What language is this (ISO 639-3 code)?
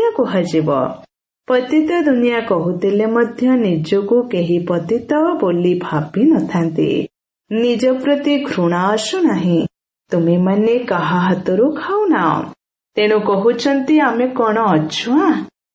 ori